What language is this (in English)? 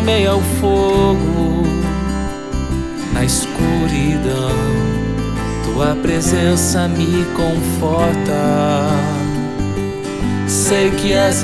Portuguese